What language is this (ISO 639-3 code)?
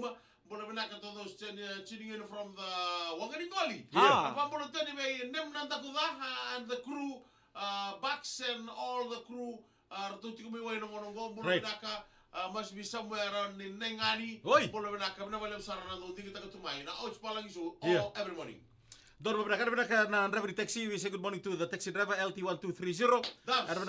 fij